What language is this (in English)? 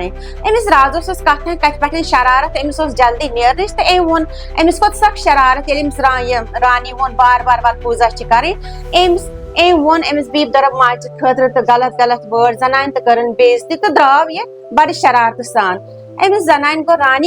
Kashmiri